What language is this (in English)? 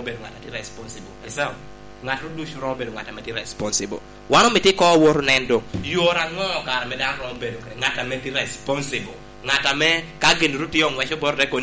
Lango (Uganda)